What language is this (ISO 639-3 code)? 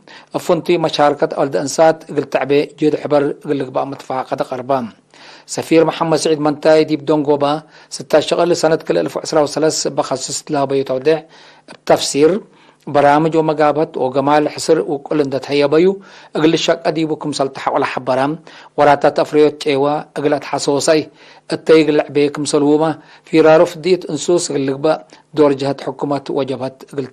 tig